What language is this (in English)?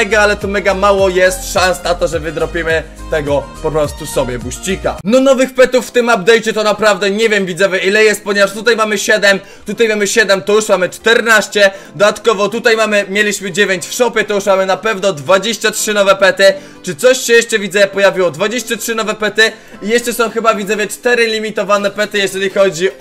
Polish